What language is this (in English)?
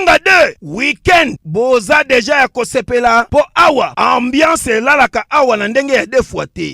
Lingala